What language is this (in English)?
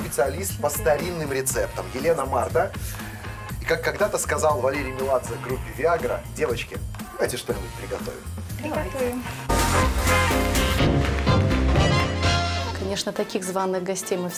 Russian